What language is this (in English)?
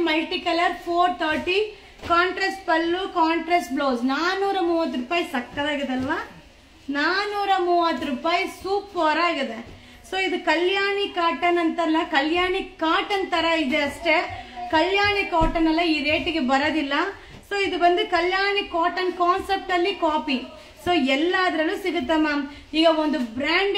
Kannada